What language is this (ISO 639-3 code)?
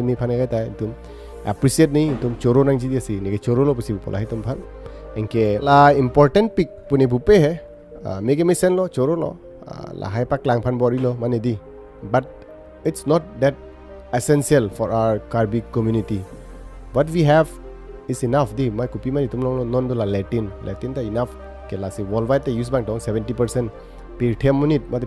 mjw